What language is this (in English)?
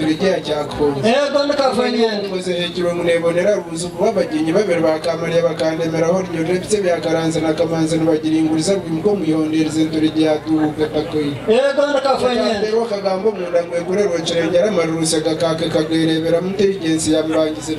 Nyankole